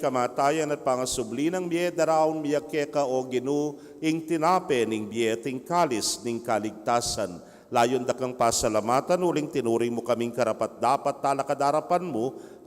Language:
Pampanga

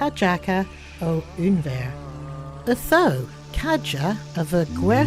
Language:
Cornish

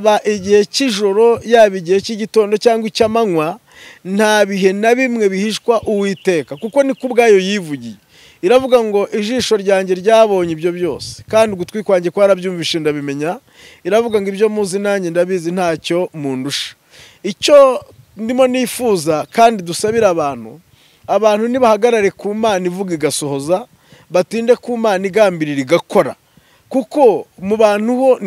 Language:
Kinyarwanda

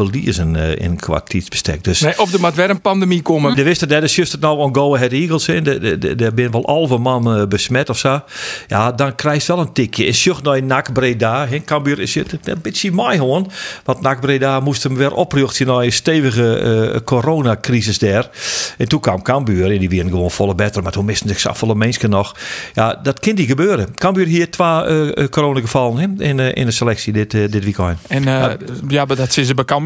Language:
Western Frisian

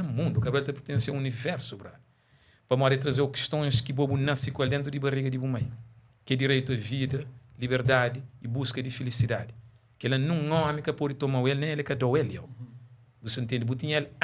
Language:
Kabuverdianu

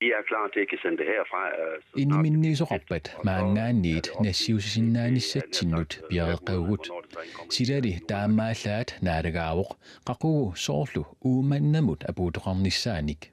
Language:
Kalaallisut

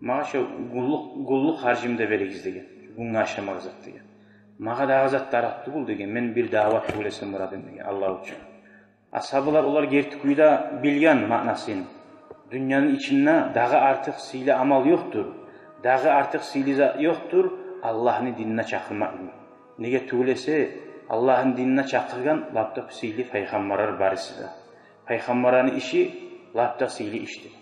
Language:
Kumyk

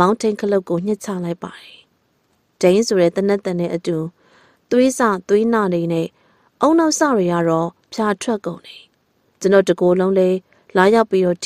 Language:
Burmese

